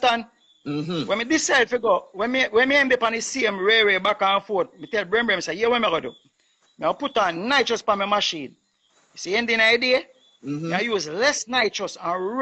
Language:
Jamaican Creole English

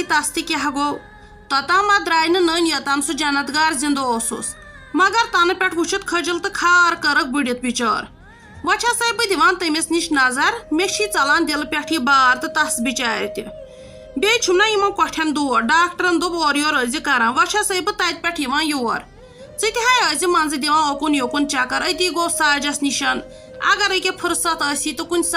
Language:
Kashmiri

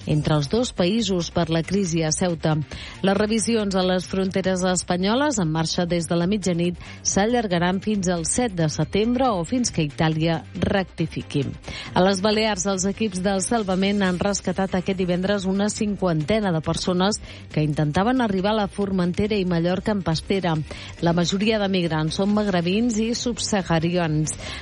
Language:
Catalan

